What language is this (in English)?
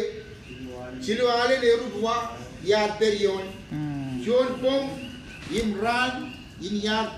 Marshallese